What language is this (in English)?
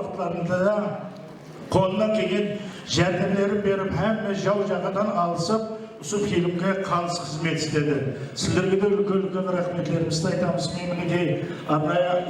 Kara-Kalpak